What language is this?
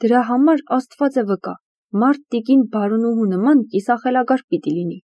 Armenian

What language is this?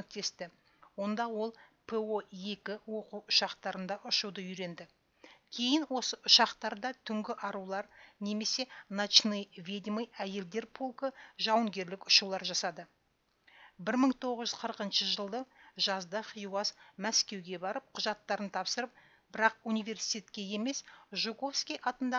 Kazakh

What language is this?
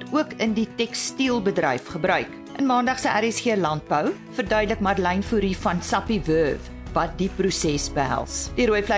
Afrikaans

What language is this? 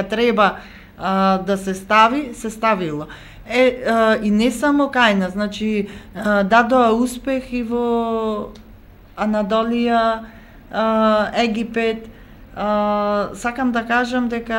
Macedonian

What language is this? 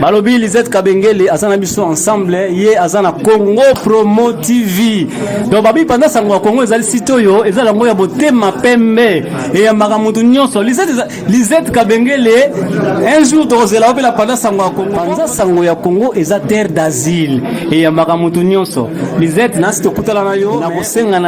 Lingala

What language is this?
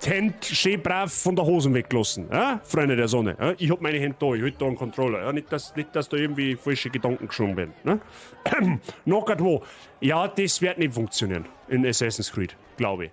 Bavarian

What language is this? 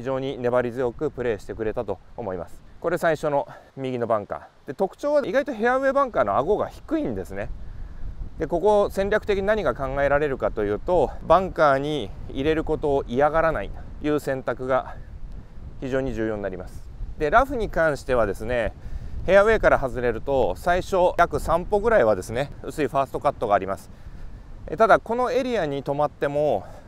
Japanese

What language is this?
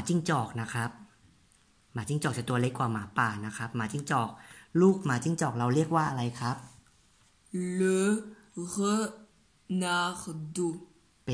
Thai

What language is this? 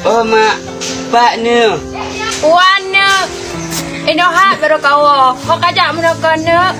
Achinese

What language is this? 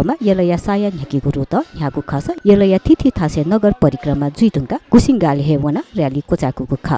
Newari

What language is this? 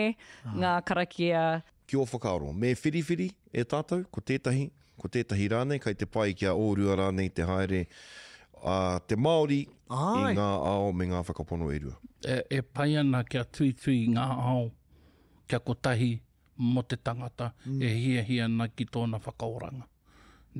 Māori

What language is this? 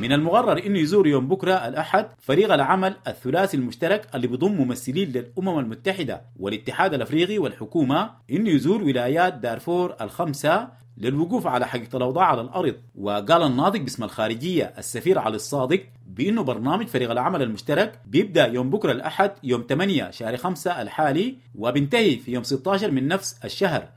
Sudanese Arabic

